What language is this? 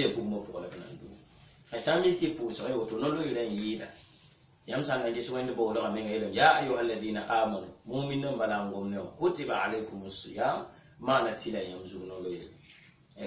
Mossi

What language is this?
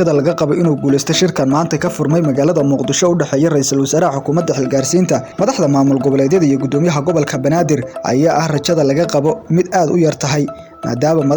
Somali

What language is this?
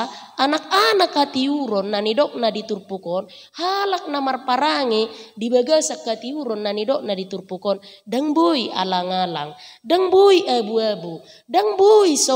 Batak Toba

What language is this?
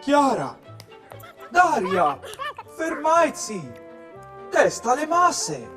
Friulian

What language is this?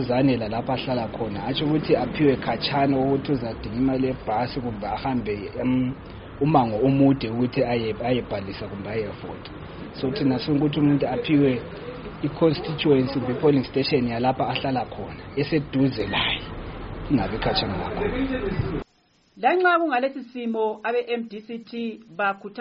North Ndebele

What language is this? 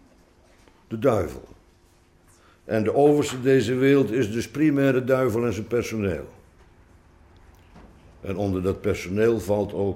Dutch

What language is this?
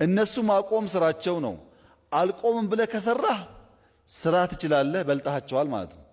Amharic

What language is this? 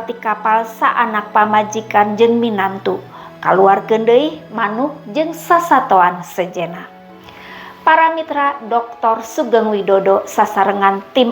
Sundanese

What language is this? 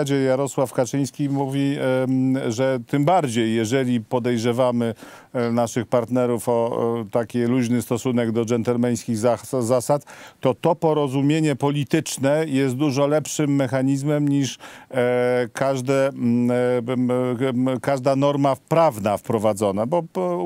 Polish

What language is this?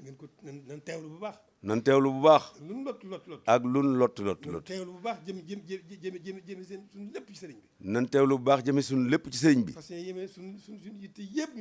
Wolof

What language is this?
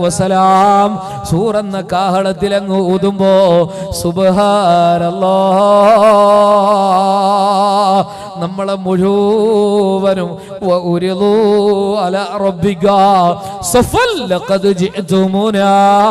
Malayalam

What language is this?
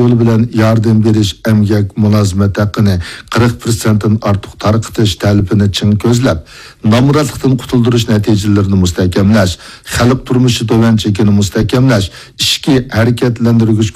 Uyghur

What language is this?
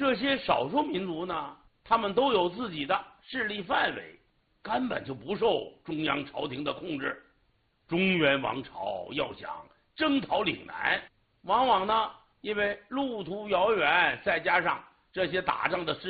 Chinese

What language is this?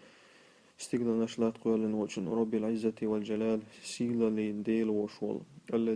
Chechen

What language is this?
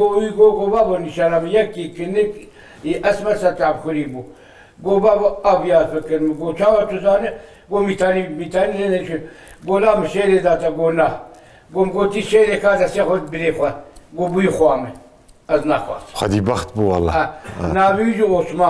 Kurdish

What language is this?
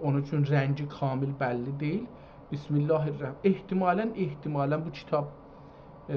South Azerbaijani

